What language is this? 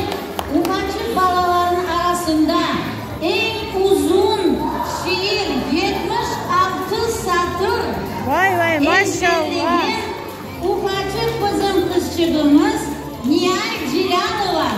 Crimean Tatar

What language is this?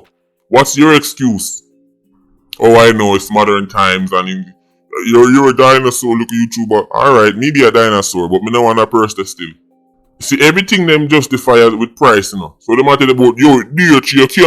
Jamaican Creole English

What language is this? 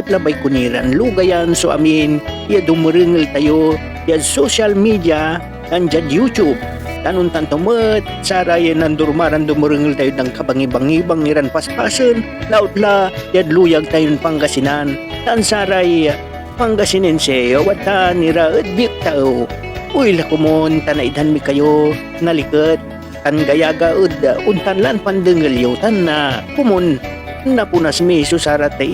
Pangasinan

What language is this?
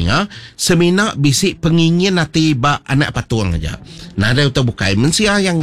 Iban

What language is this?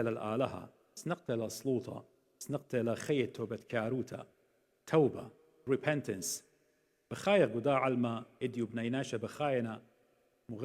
Assyrian Neo-Aramaic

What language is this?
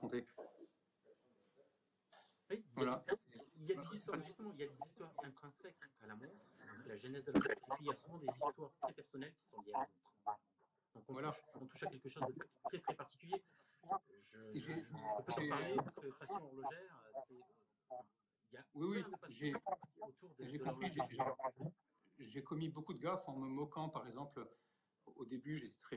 French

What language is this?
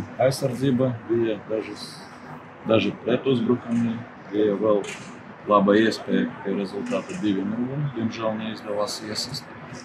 Latvian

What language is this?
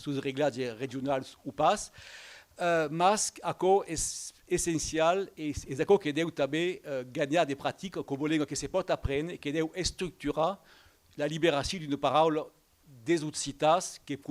Occitan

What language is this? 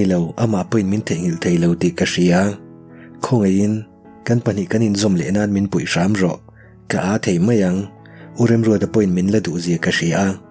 Mizo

